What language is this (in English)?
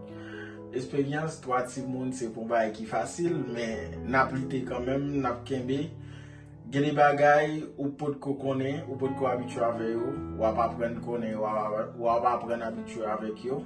Haitian Creole